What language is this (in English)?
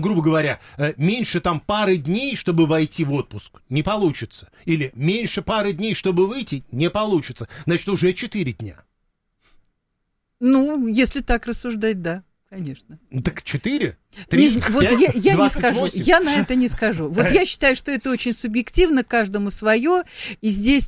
Russian